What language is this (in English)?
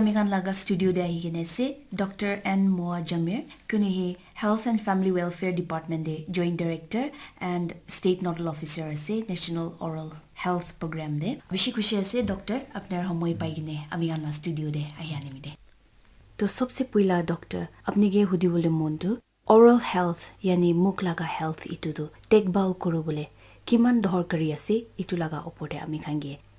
Naga Pidgin